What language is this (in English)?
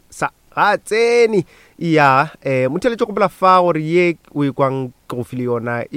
Northern Sotho